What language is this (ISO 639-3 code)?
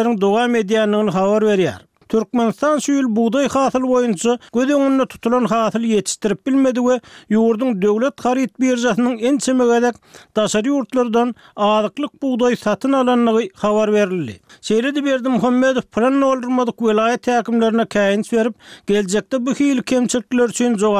tuk